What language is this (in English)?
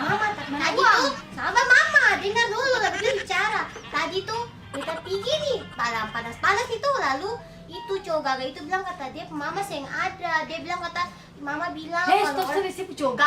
Ambonese Malay